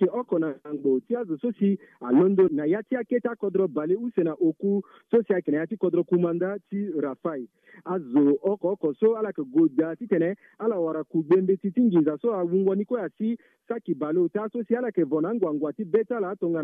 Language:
Sango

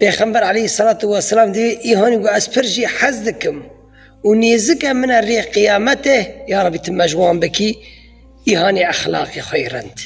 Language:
Kurdish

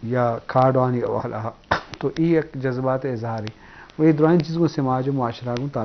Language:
Eastern Balochi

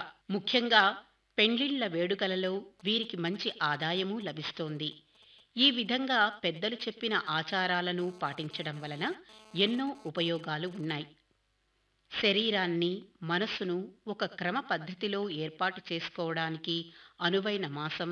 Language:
Telugu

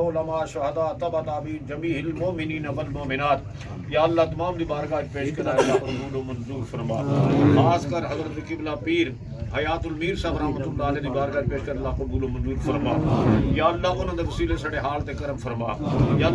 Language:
Pahari-Potwari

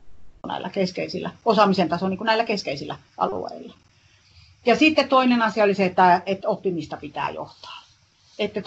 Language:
Finnish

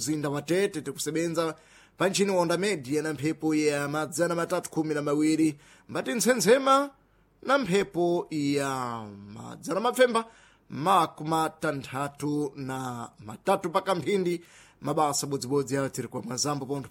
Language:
Sena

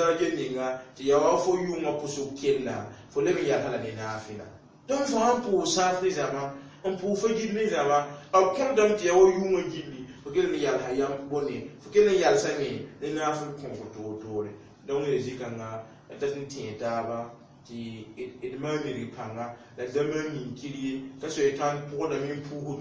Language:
Mossi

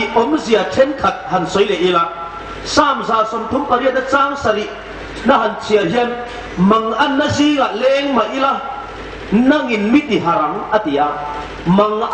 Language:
Hmar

